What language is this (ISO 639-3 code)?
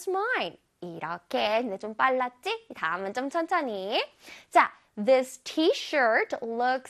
kor